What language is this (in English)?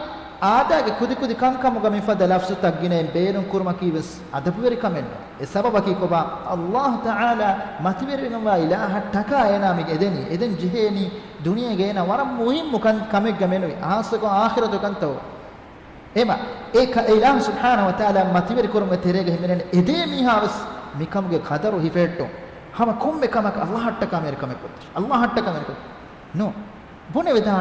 Divehi